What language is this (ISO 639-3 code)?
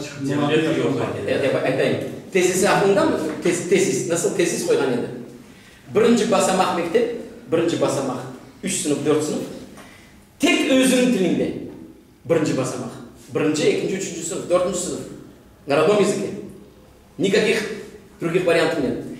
crh